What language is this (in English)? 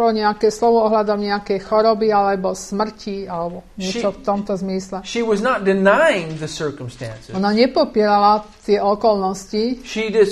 Slovak